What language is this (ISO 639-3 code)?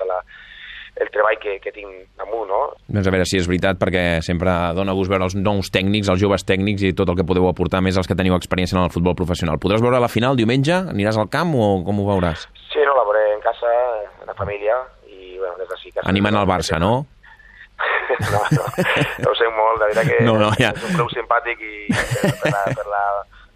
cat